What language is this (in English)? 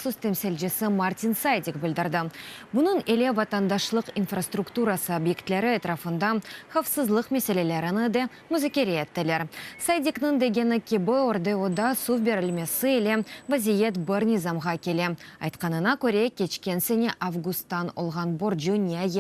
Crimean Tatar